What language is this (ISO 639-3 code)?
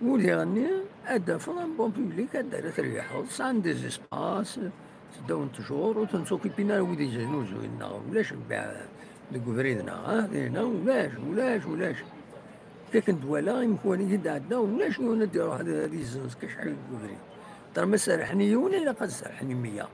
kab